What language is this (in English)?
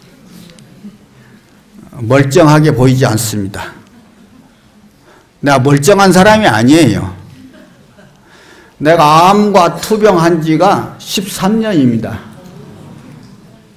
Korean